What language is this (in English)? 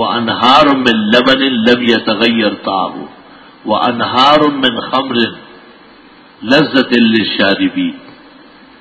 Urdu